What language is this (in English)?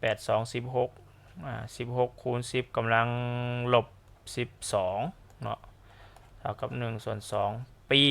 Lao